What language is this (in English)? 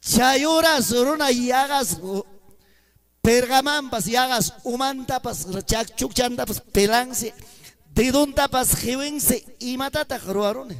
Ayacucho Quechua